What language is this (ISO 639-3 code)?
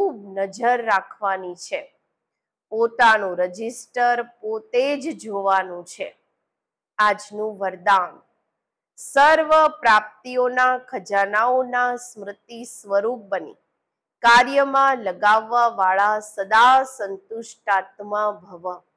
guj